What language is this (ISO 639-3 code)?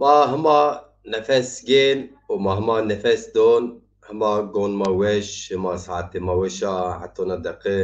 zza